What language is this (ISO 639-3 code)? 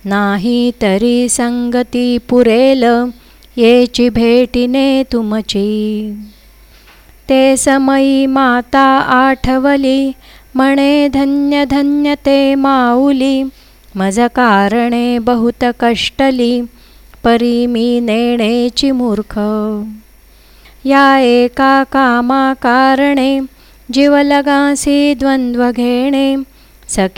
mar